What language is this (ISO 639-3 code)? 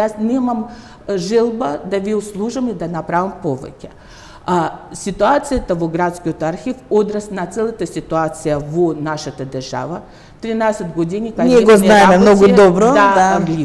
mkd